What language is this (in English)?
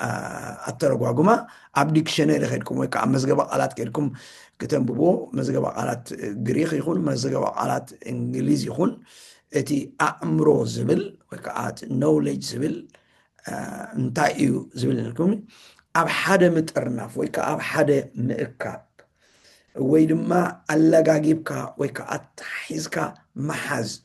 Tigrinya